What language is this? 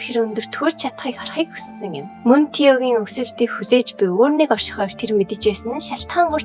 Mongolian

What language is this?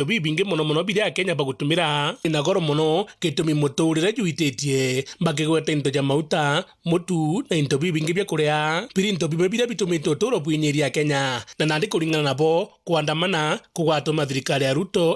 Meru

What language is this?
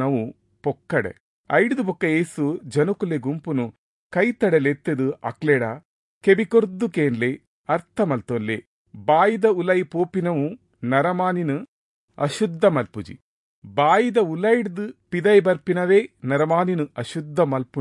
Tulu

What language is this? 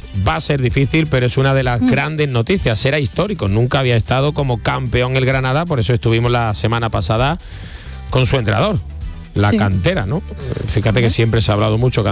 Spanish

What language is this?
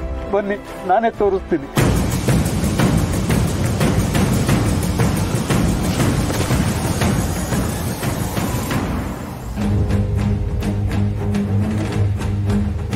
Kannada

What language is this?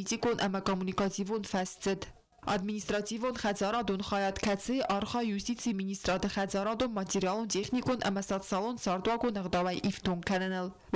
Ossetic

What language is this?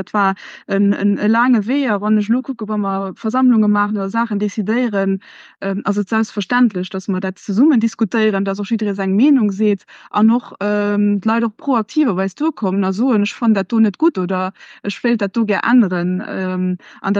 Luxembourgish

